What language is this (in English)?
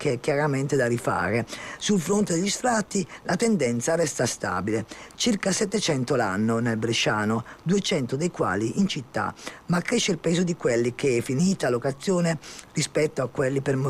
Italian